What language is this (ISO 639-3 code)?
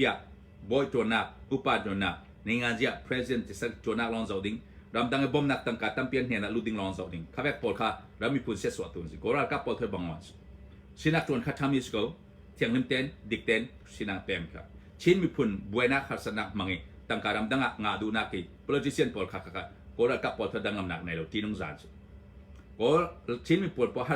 cnh